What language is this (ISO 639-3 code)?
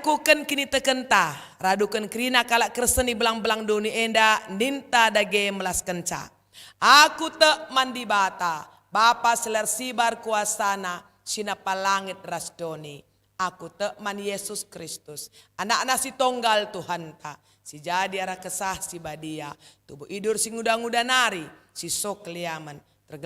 btx